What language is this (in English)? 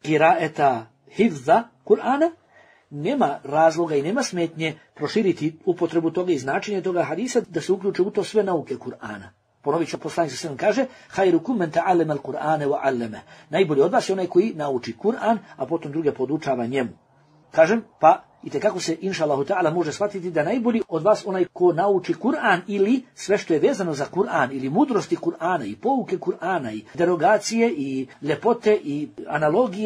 Bosnian